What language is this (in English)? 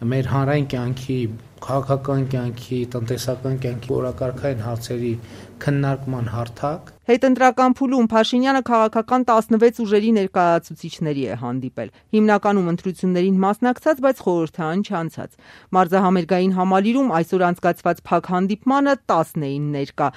Armenian